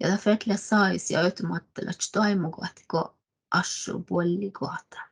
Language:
Northern Sami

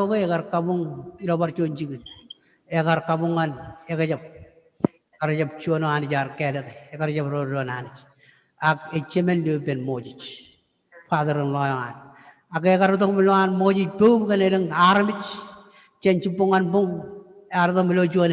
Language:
Marshallese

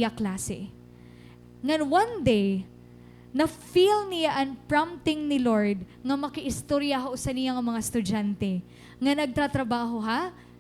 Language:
Waray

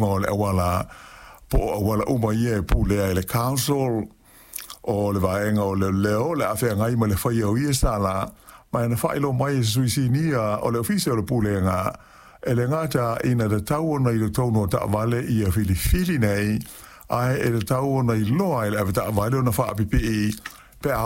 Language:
Samoan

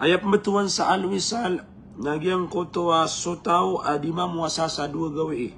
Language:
Maranao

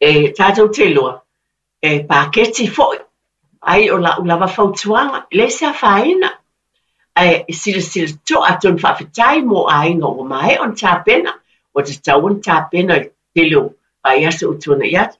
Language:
Samoan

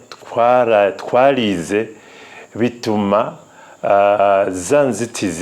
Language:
Rundi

